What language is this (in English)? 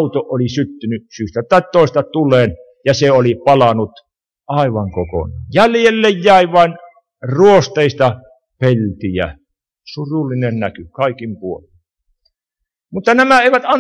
Finnish